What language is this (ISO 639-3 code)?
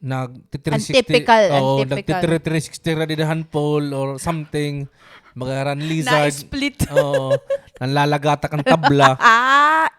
war